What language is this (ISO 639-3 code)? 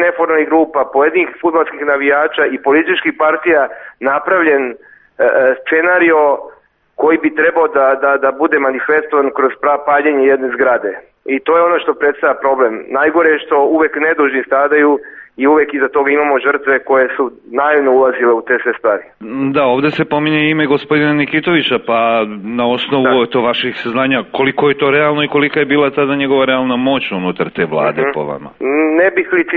srp